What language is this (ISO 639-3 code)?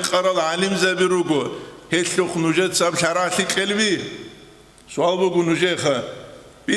ava